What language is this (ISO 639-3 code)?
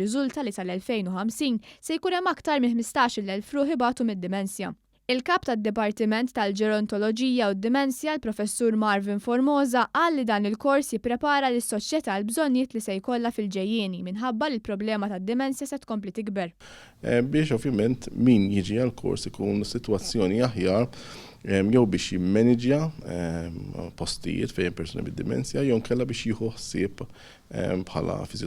mlt